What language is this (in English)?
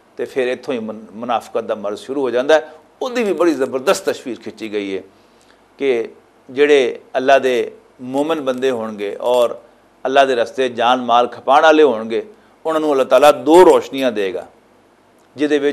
Western Panjabi